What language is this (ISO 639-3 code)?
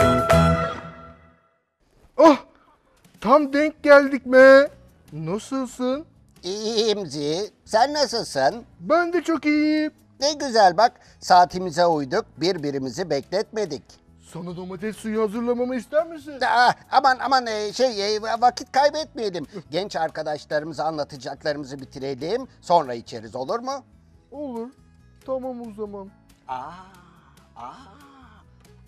tur